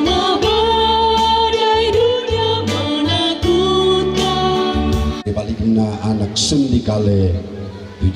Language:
Toraja-Sa'dan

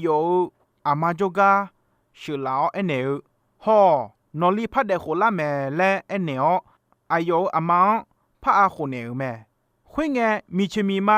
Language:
Akha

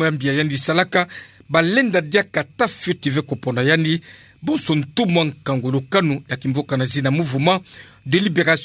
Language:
Kituba (Democratic Republic of Congo)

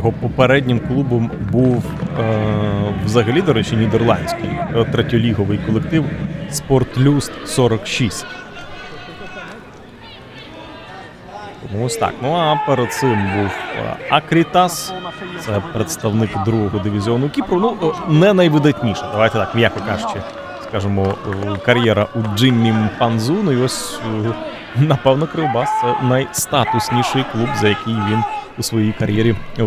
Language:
Ukrainian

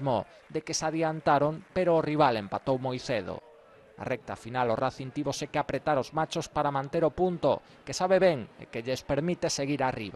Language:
Galician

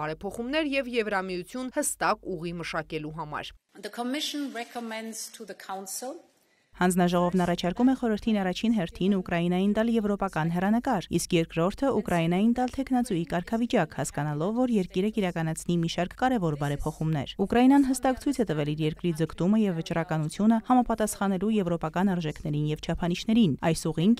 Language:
Armenian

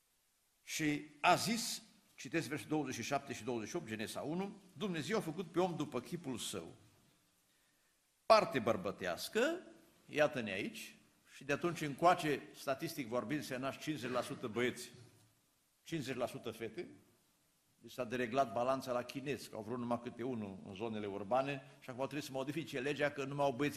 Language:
Romanian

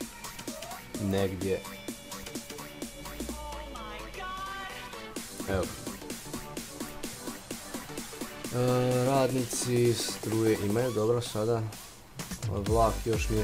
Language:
Croatian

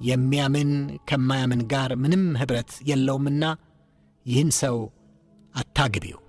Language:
Amharic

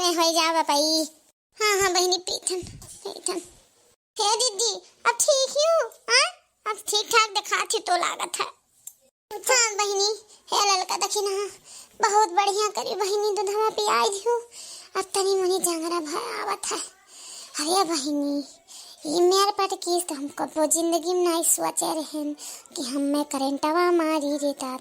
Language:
Awadhi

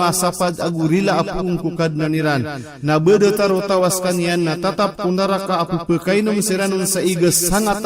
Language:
Maranao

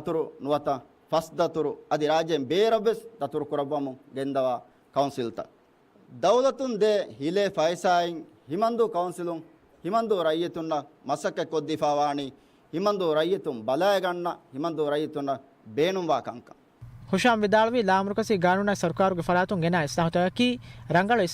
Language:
Divehi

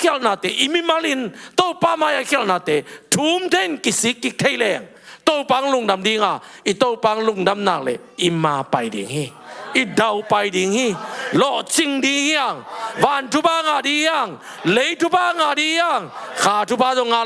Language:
Tedim Chin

